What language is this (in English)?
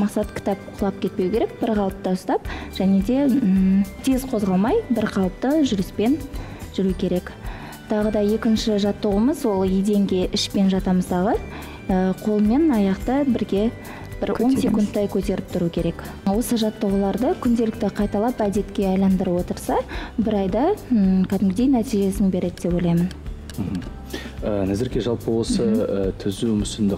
Kazakh